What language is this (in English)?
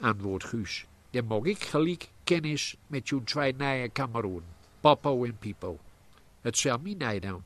Gronings